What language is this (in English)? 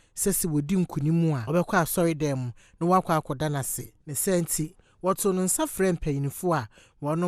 Akan